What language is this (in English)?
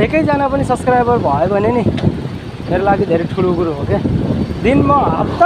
Nepali